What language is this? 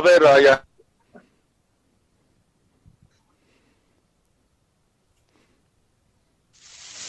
Persian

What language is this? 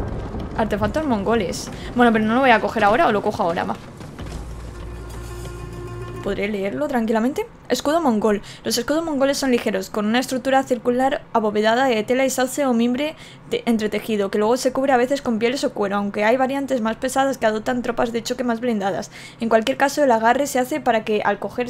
Spanish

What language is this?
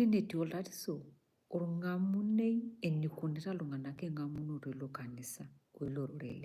Masai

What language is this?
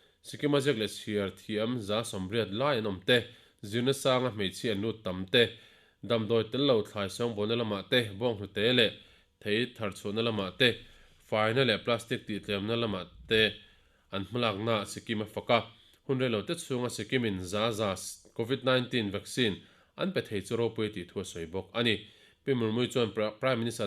Mizo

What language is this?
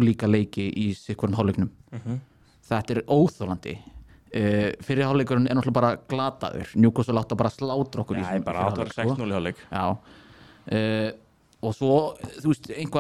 Icelandic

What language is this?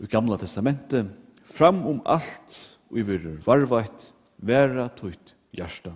Faroese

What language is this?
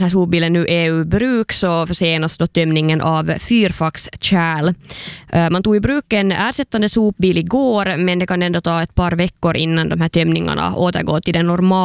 Swedish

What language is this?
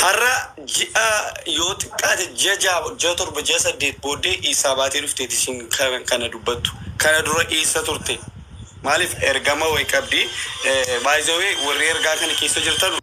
Oromo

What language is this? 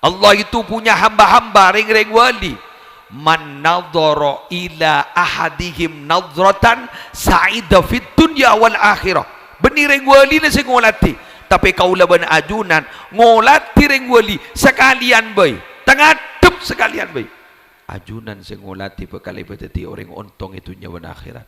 Madurese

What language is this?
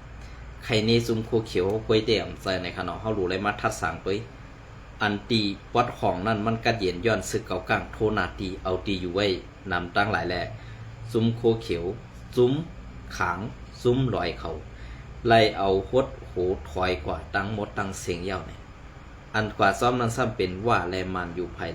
Shan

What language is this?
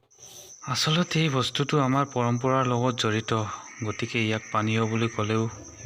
Assamese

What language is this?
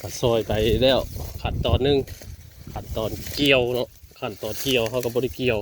Northeastern Thai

